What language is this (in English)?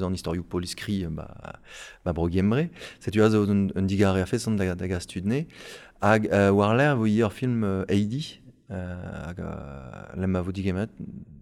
Breton